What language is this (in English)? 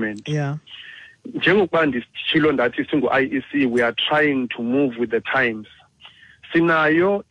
Xhosa